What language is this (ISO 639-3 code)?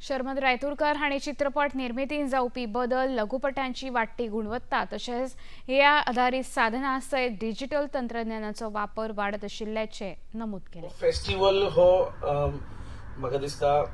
kok